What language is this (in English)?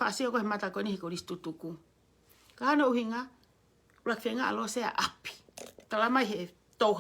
Tongan